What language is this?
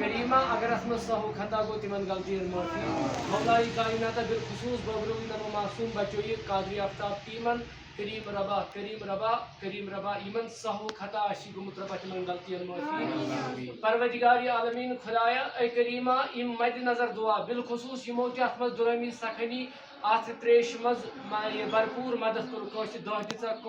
Kashmiri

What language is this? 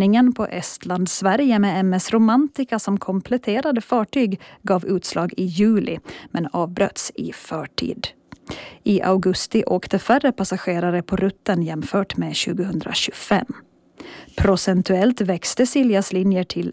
Swedish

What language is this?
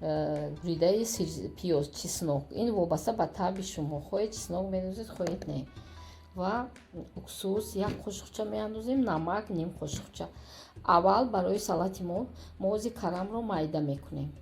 Tajik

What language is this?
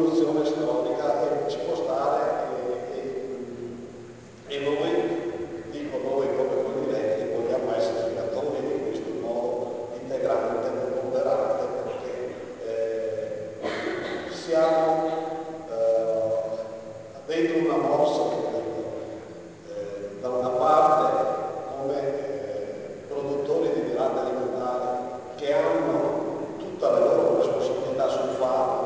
Italian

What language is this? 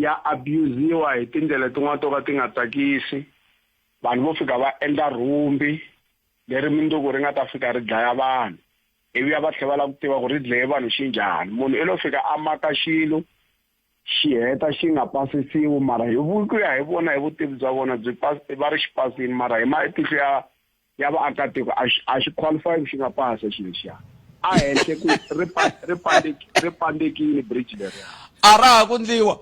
Tsonga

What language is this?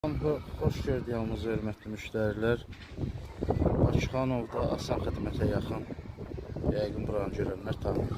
Azerbaijani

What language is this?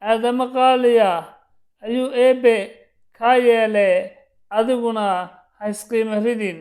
Somali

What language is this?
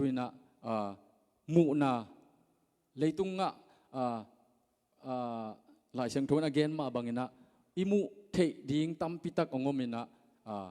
Tedim Chin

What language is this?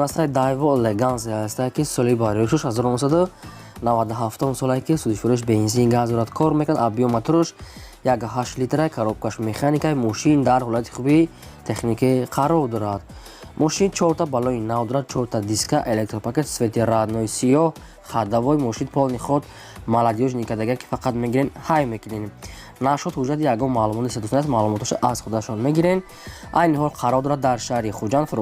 Tajik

